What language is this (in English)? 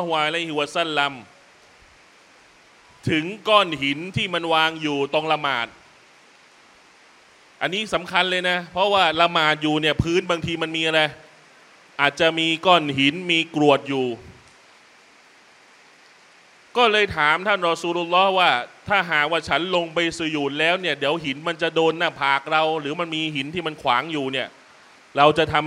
Thai